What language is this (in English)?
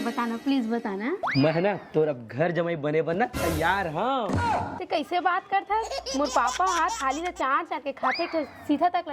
Chhattisgarhi